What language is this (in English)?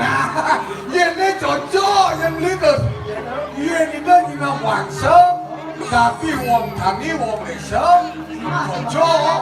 Balinese